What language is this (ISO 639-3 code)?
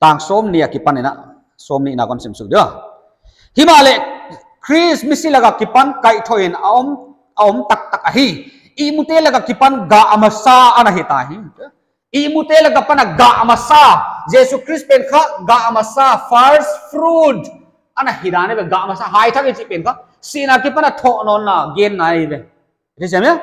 pck